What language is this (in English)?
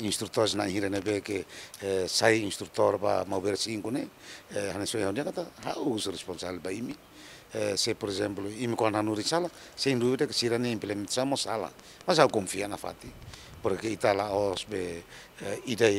Tetum